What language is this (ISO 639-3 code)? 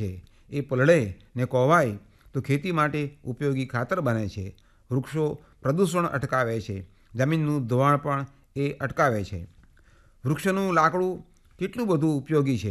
guj